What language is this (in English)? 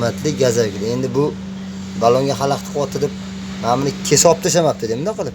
Uzbek